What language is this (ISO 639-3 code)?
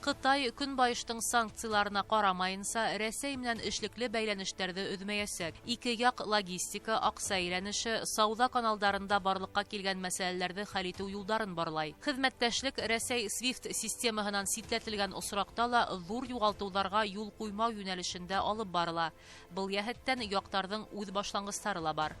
bak